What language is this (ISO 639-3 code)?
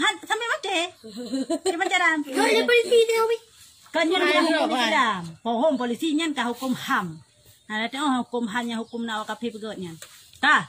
ace